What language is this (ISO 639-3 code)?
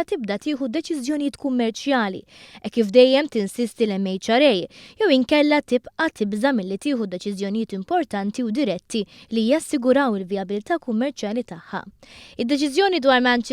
mlt